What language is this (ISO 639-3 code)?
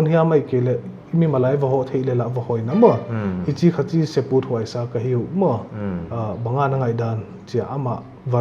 pck